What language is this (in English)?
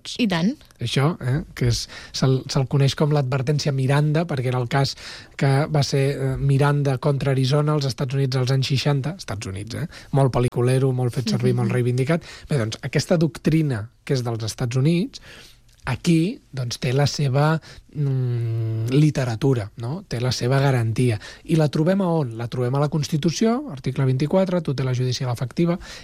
Catalan